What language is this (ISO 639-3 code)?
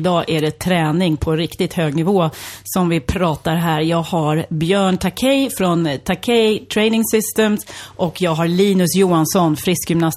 swe